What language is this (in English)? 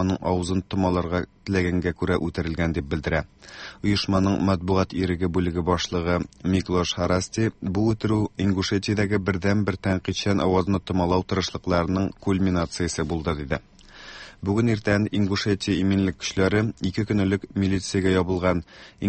Tatar